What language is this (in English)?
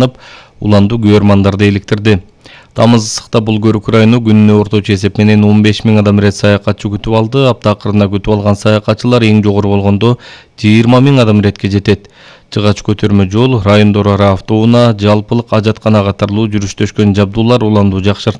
Kyrgyz